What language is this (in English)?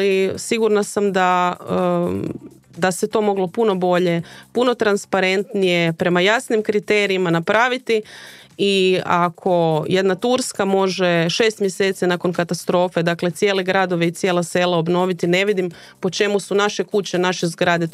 Croatian